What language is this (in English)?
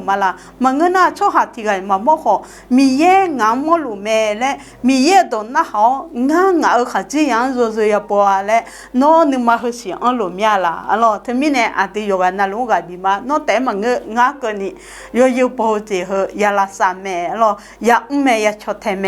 Akha